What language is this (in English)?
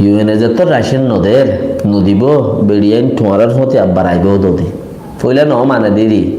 Rohingya